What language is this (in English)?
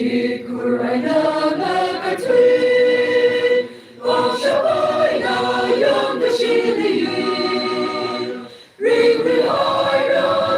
Tangkhul Naga (India)